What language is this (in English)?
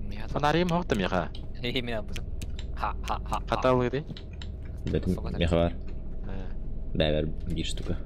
Yakut